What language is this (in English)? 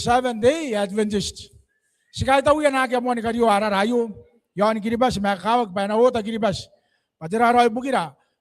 Gilbertese